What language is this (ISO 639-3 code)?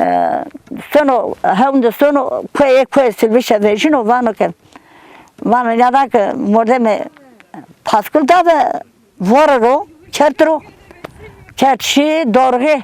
zza